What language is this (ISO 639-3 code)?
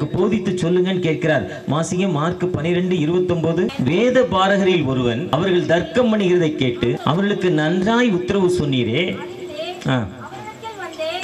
tam